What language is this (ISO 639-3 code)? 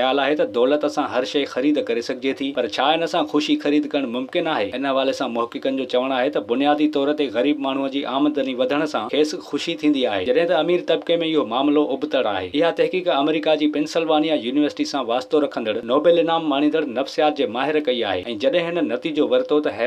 snd